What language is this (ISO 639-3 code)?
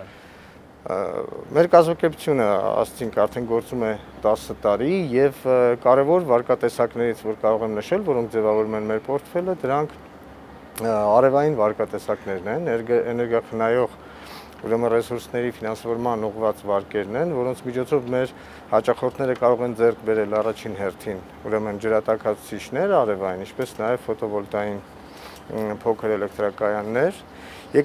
hye